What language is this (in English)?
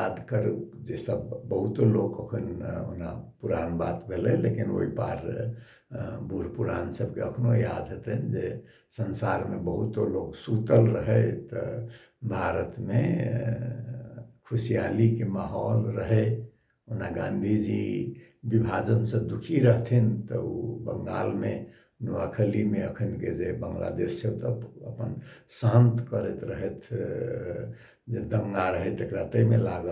Maithili